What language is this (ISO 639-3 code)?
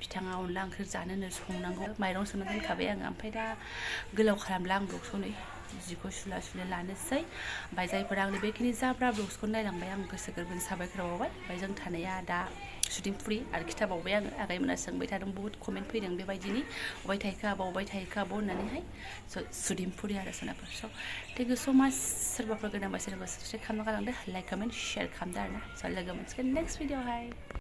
brx